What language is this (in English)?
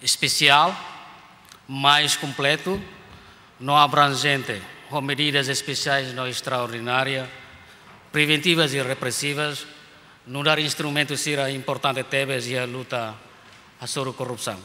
Tetum